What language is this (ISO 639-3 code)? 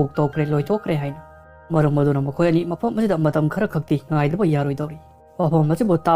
mni